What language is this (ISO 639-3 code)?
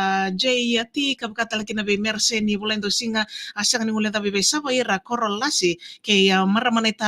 fij